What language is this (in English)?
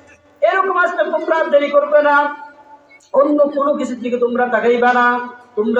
Bangla